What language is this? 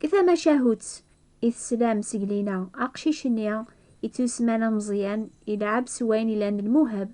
Kabyle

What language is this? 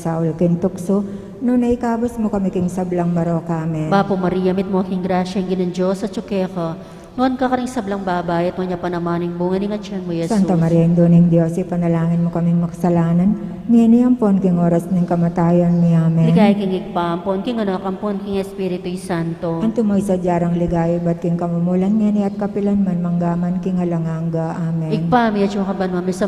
Pampanga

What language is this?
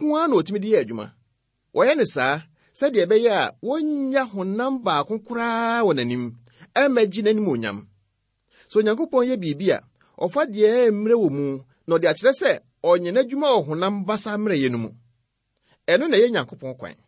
Akan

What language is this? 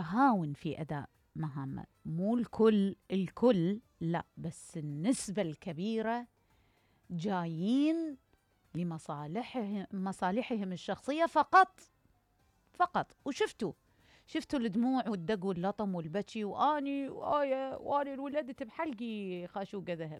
Mesopotamian Arabic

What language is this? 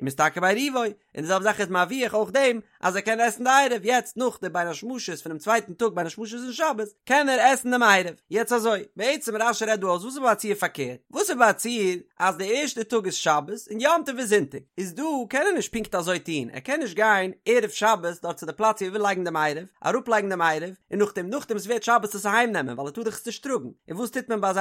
Yiddish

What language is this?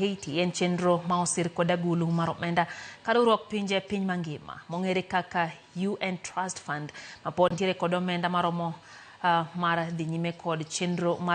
Luo (Kenya and Tanzania)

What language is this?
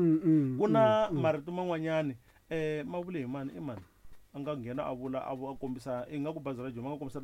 Tsonga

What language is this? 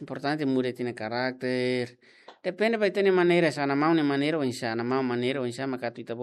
Tetum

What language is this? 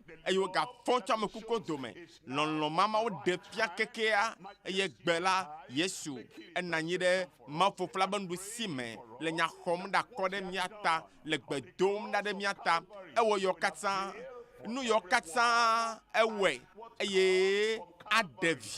Ewe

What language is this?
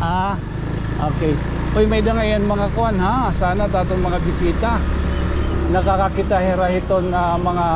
Waray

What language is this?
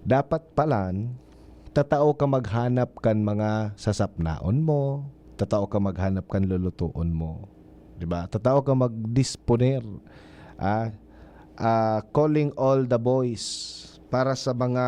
Bikol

